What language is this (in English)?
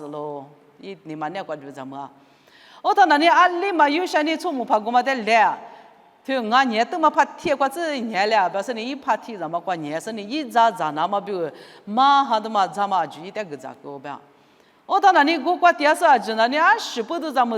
Lisu